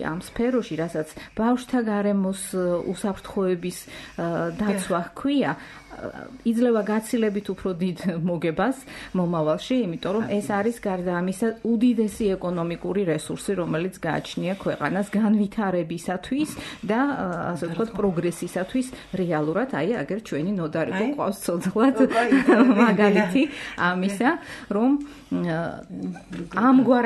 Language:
Georgian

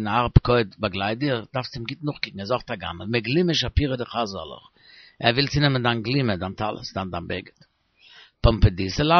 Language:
Yiddish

